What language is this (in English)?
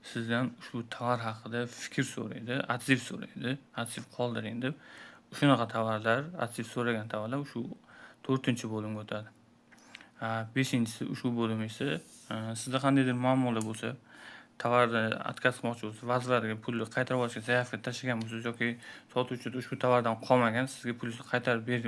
Uzbek